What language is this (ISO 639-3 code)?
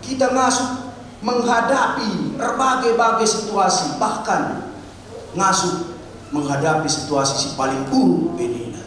btx